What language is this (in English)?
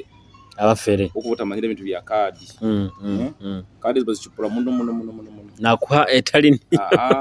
Nyoro